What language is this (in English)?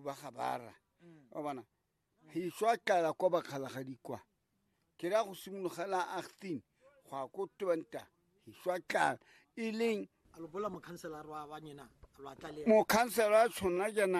Tswana